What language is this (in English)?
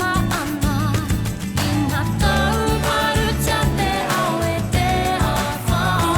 Māori